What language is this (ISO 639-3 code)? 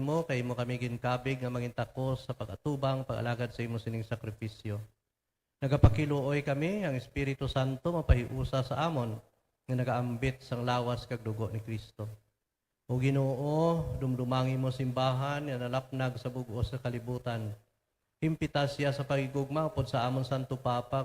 hil